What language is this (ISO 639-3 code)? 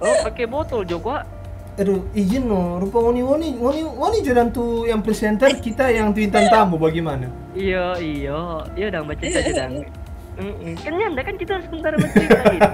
xmm